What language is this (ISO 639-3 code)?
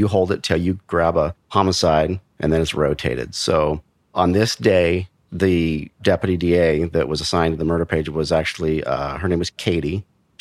eng